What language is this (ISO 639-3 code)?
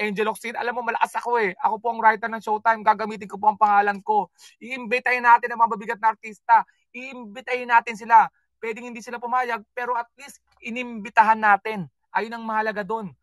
fil